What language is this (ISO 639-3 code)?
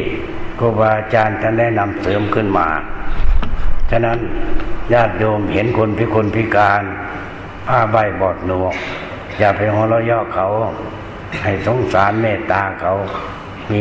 tha